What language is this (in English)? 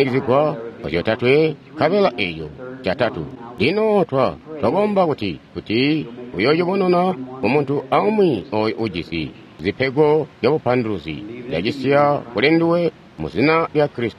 Tonga (Zambia)